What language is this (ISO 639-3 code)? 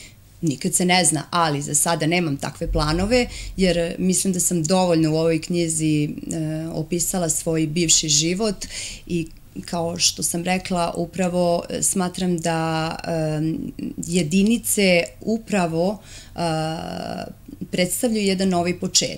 srp